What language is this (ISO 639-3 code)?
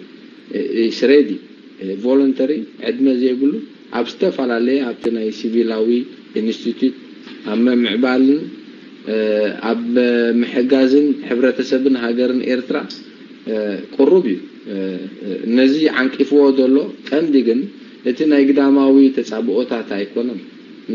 tir